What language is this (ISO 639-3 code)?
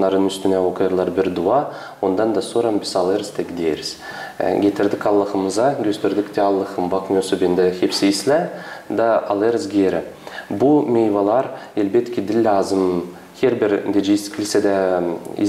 gag